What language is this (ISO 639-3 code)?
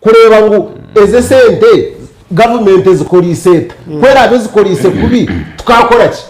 nyn